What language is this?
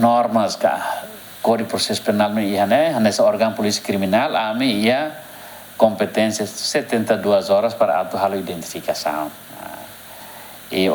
Tetum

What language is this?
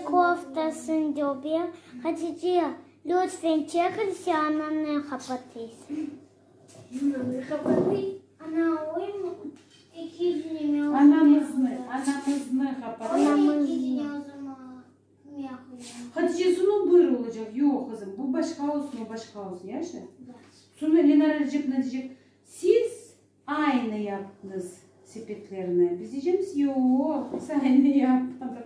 Crimean Tatar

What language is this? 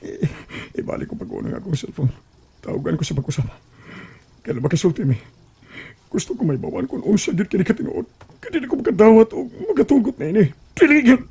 Cebuano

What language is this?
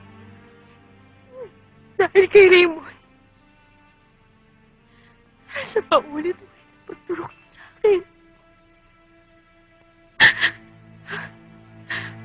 Filipino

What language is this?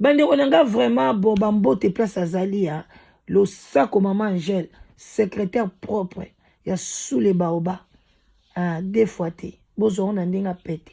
Lingala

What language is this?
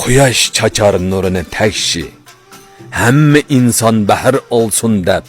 Uyghur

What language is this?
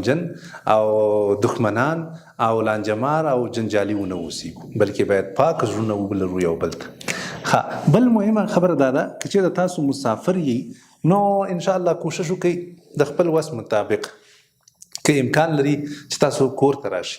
Pashto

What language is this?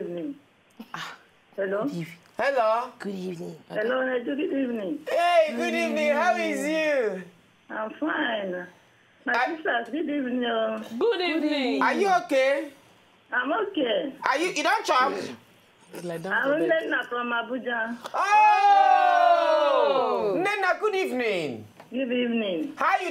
Nigerian Pidgin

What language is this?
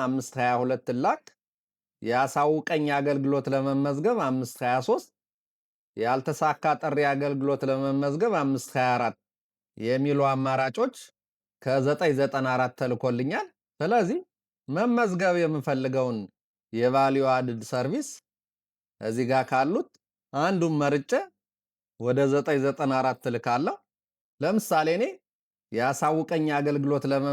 Amharic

